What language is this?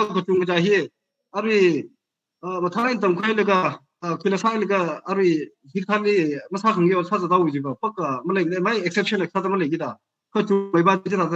Tangkhul Naga (India)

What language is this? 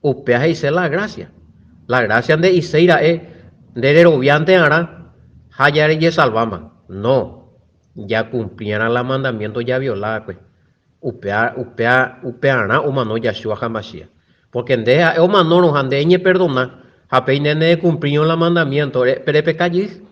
Guarani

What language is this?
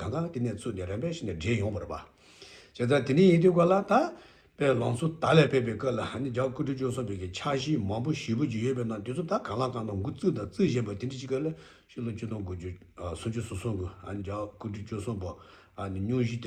Tibetan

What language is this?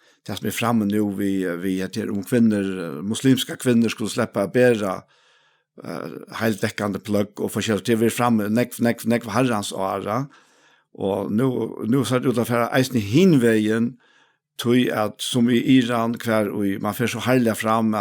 Faroese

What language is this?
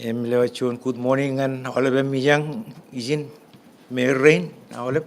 Marshallese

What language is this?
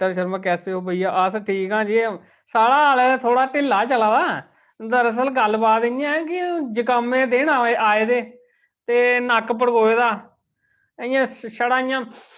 Dogri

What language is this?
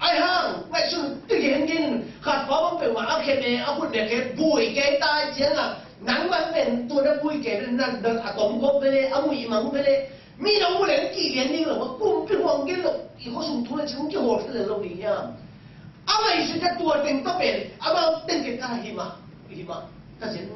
Tedim Chin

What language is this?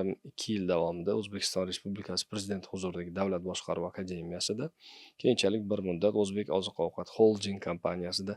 Uzbek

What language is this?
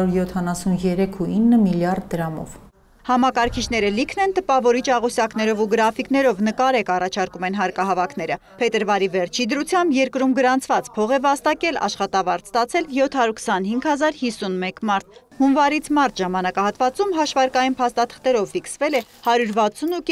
Armenian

